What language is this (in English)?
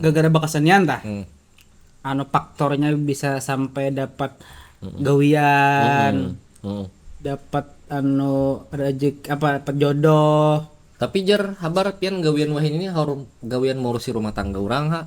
Banjar